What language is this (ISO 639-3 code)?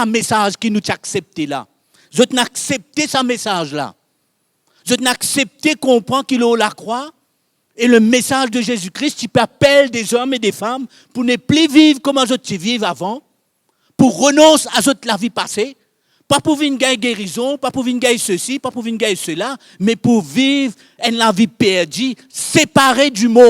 mfe